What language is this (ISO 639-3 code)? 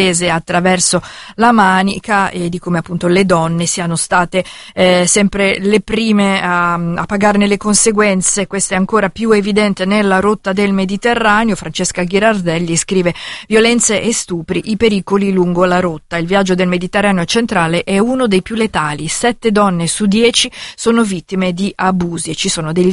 ita